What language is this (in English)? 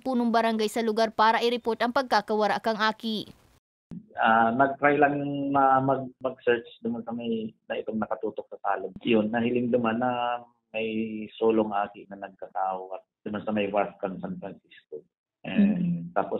Bikol